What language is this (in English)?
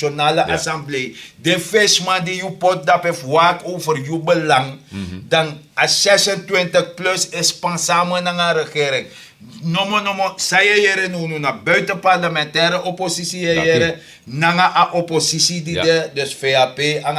Sranan Tongo